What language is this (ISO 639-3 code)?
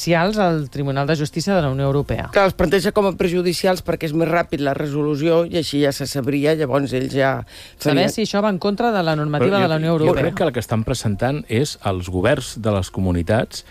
cat